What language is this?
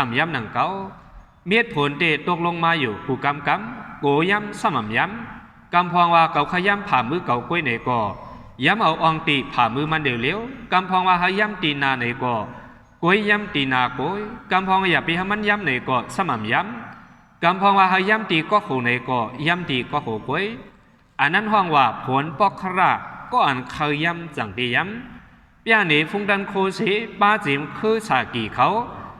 Shan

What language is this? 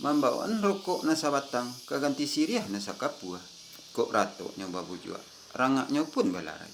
Minangkabau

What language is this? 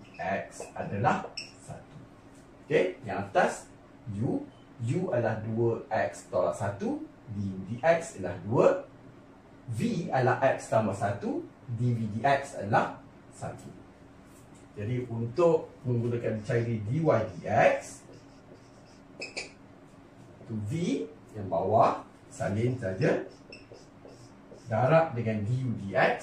Malay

